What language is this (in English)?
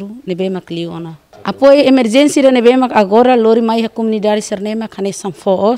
Tetum